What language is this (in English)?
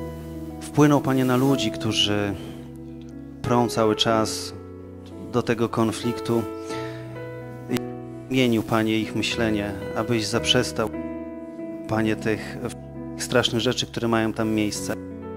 Polish